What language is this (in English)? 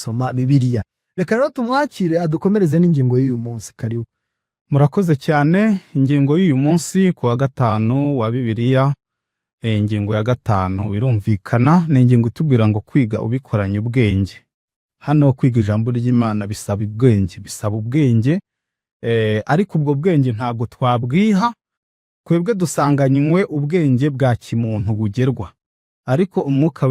Kinyarwanda